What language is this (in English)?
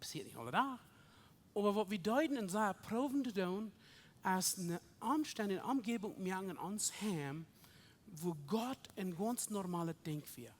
Plautdietsch